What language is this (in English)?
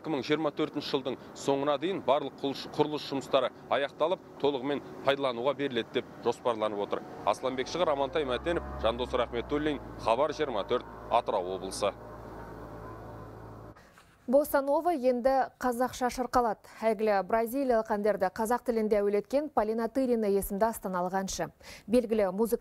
Kazakh